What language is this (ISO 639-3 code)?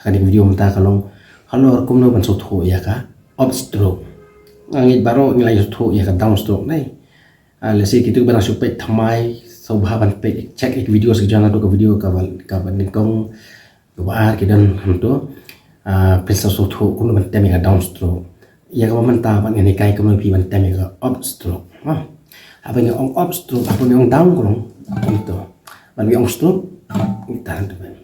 kha